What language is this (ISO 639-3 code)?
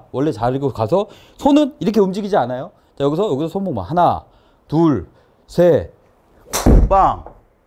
kor